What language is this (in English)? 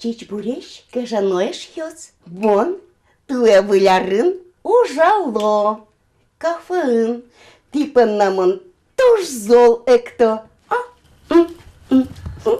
Udmurt